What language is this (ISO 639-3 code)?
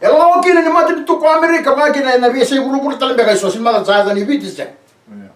fij